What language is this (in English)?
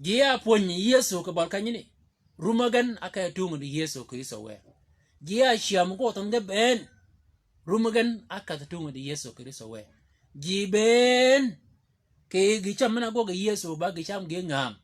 Shilluk